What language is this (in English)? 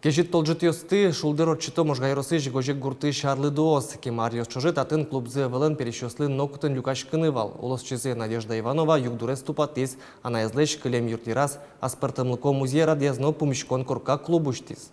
Udmurt